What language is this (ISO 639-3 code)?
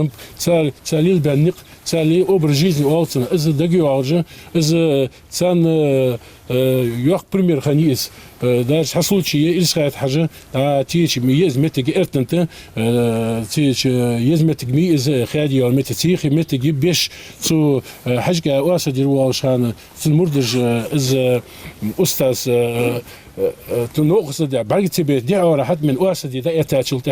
inh